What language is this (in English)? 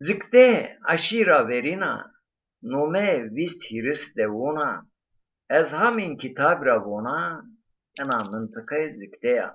Zaza